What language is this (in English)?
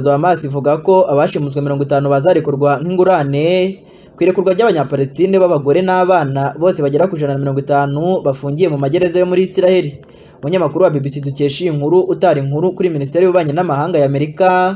Kinyarwanda